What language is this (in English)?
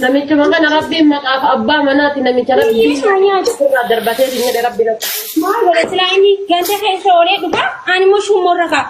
Oromo